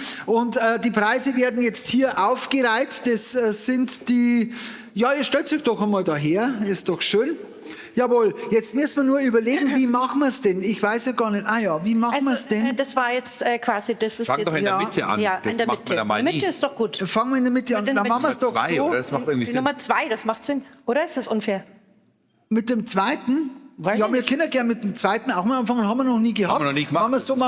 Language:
Bavarian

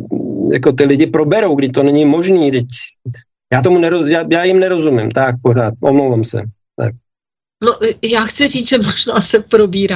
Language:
Czech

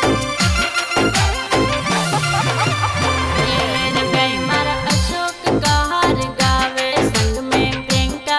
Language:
Bhojpuri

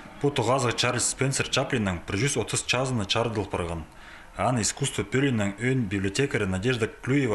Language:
Khakas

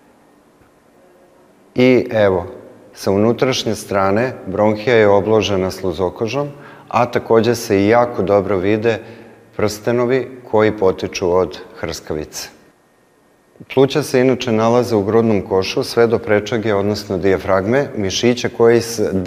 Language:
Serbian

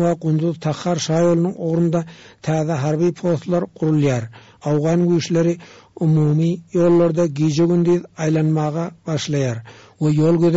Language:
Turkmen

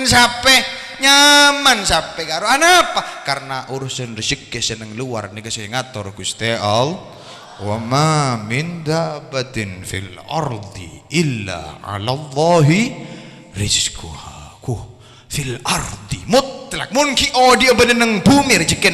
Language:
Madurese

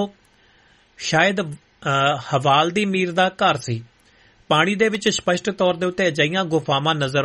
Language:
Punjabi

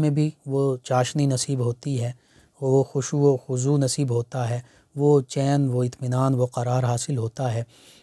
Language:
Urdu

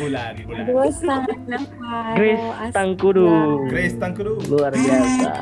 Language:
Manado Malay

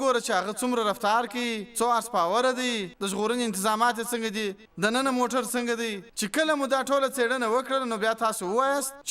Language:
Pashto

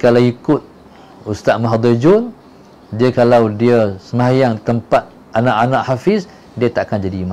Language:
Malay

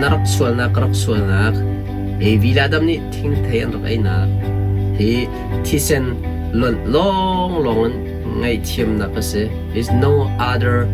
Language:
Hakha Chin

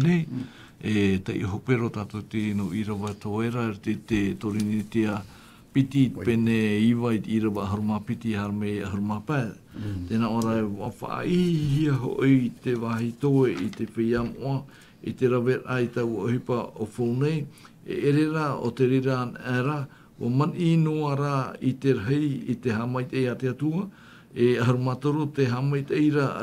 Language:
Tahitian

